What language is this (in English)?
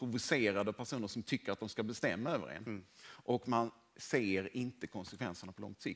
Swedish